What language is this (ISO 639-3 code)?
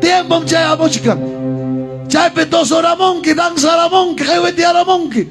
quy